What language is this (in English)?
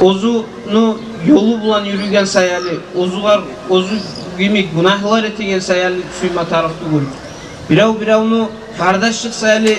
Kumyk